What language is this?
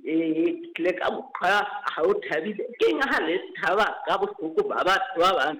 Southern Sotho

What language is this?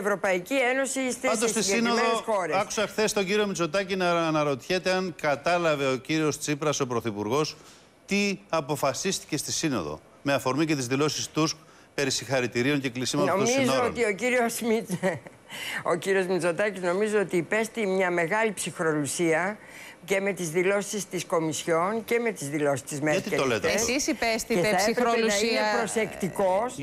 Greek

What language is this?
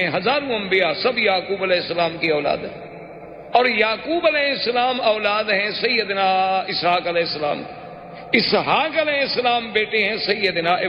Urdu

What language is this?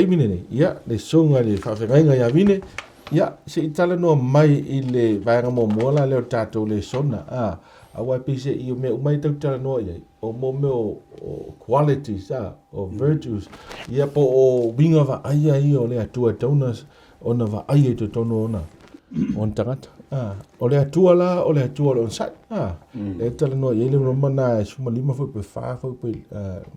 Samoan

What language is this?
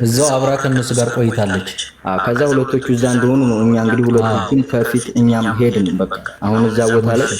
Amharic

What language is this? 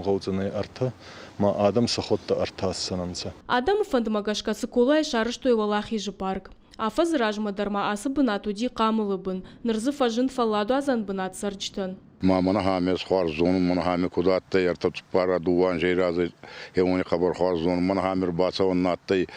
Ossetic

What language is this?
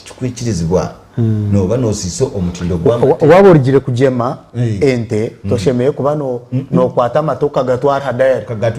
Nyankole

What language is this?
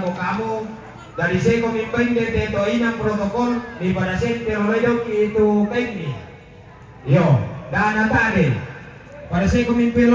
Toraja-Sa'dan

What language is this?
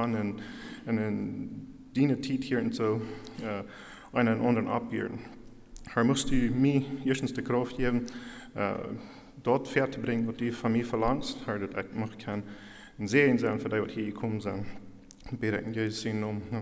Plautdietsch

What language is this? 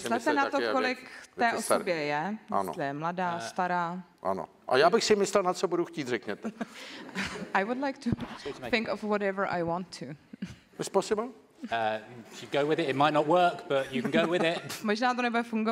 Czech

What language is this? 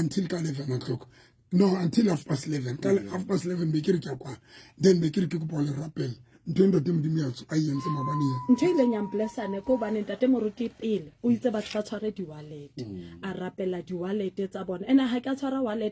Southern Sotho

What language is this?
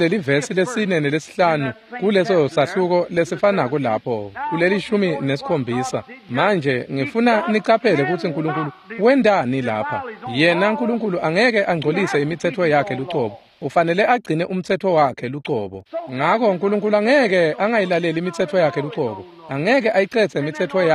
Swati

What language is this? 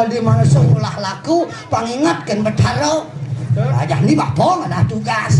Balinese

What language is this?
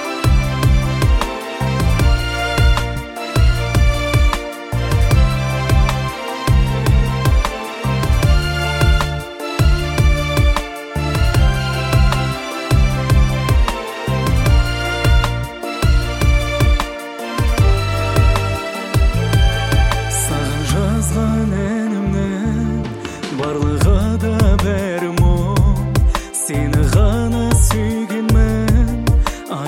Kazakh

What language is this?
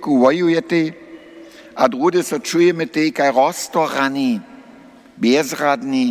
Upper Sorbian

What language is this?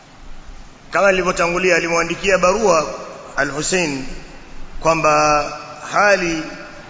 Swahili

